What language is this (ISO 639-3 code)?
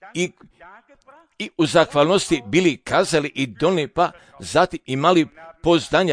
hrv